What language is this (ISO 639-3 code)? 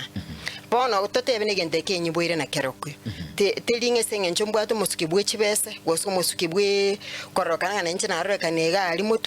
guz